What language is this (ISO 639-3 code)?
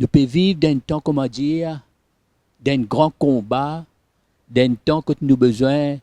mfe